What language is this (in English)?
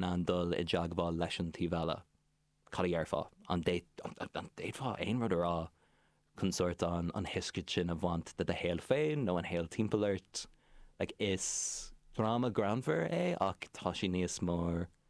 Irish